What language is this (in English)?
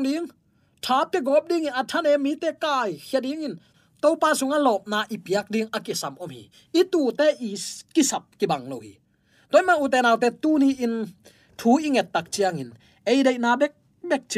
Tedim Chin